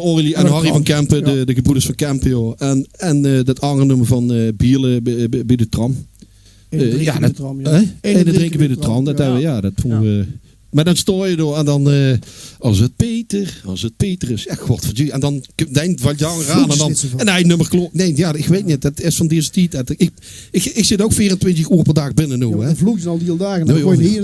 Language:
Limburgish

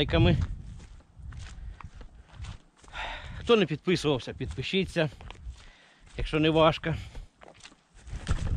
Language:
Ukrainian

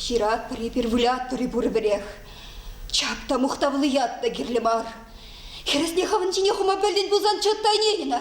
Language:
Chuvash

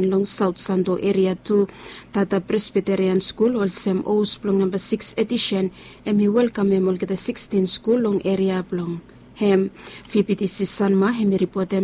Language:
Bislama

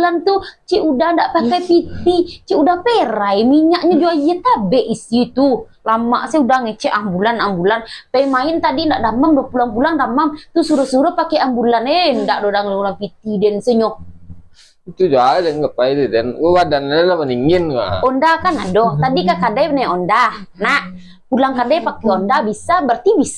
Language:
Minangkabau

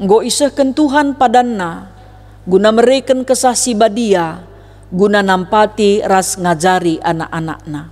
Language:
Batak Karo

